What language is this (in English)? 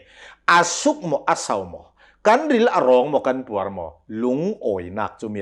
Hakha Chin